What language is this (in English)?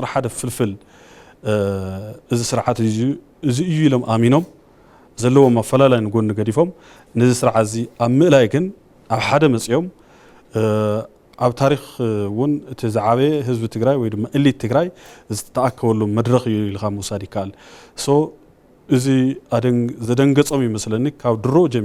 Tigrinya